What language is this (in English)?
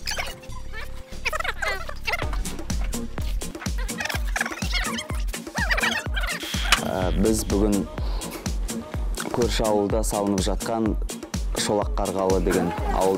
Kazakh